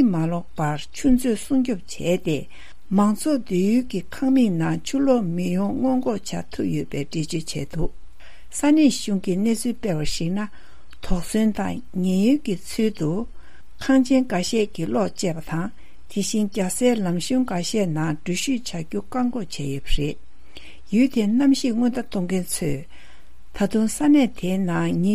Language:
Tibetan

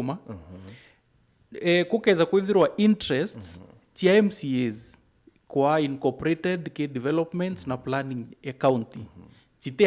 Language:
Meru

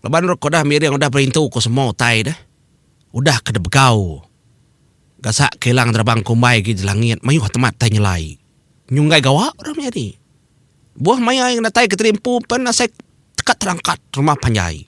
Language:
Iban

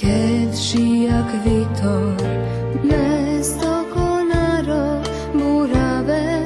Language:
Rusyn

